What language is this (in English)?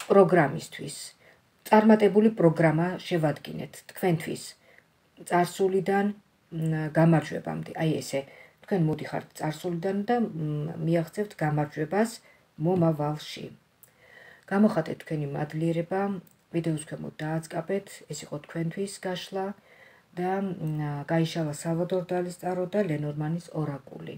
Georgian